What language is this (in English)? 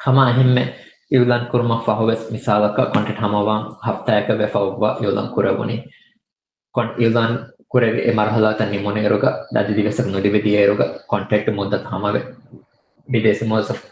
Divehi